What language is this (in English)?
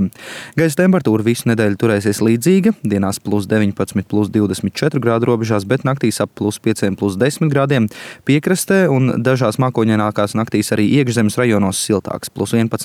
Latvian